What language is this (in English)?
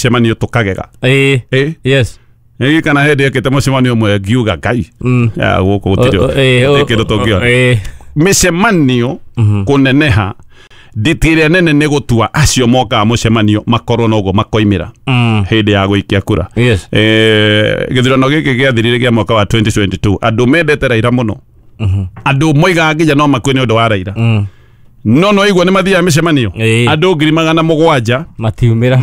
Kikuyu